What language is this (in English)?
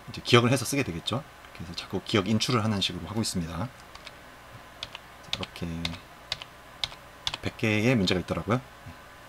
Korean